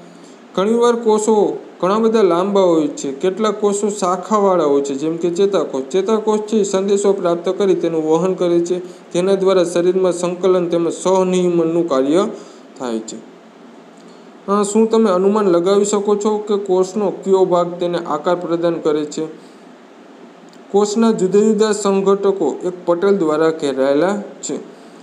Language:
Gujarati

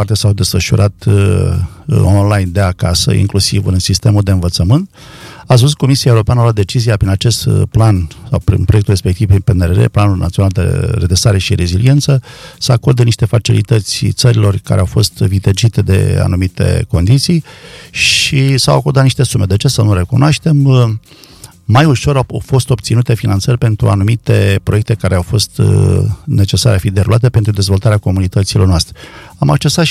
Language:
Romanian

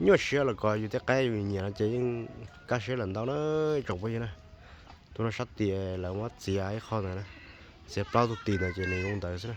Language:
Hmong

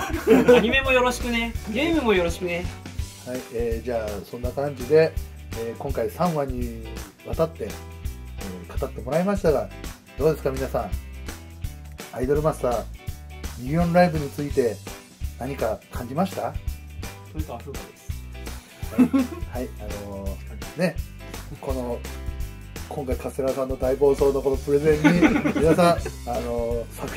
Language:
Japanese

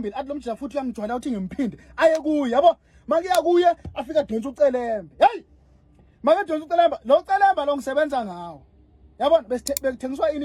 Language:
Zulu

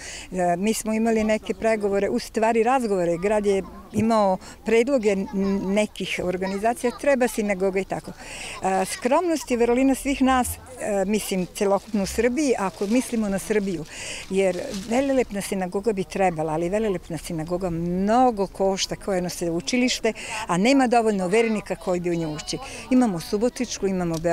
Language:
Serbian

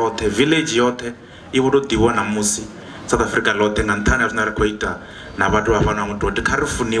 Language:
Venda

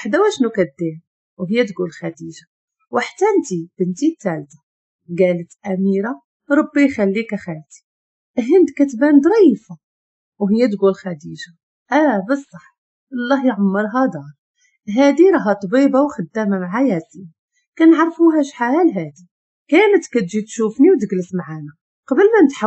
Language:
Moroccan Arabic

